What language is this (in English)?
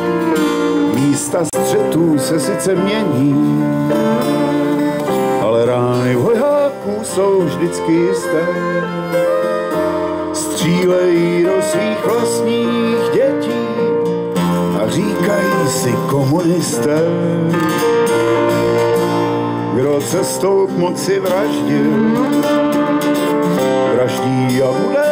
Czech